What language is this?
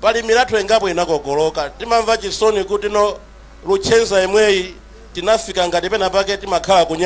Nyanja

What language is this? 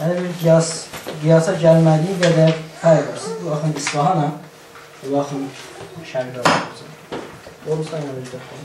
South Azerbaijani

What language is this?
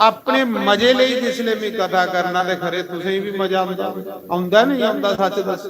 Dogri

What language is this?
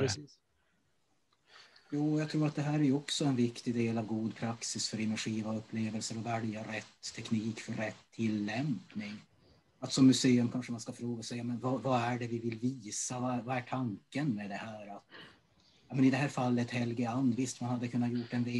Swedish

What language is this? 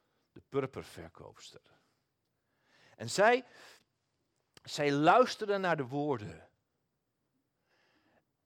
Dutch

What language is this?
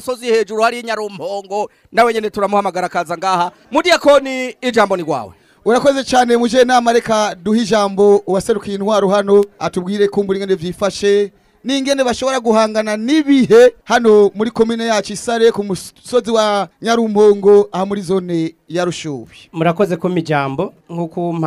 Rundi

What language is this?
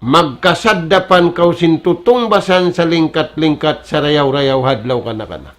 Tausug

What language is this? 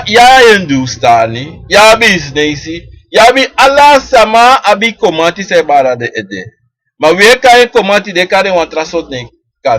Sranan Tongo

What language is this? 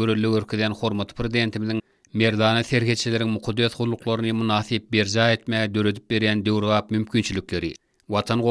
Turkmen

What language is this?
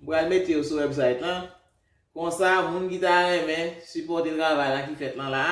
Haitian Creole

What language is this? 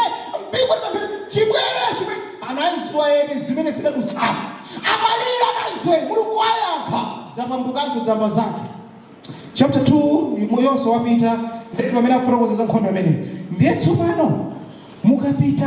Nyanja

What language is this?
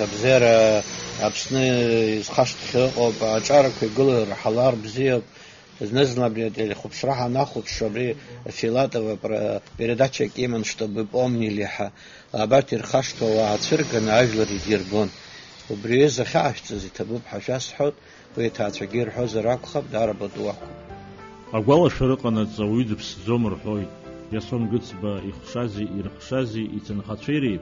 Abkhazian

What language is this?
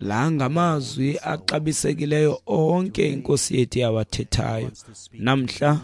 Xhosa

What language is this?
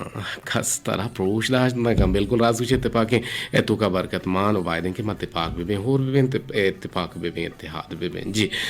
Eastern Balochi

